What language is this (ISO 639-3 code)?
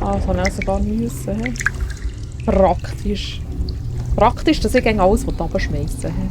gsw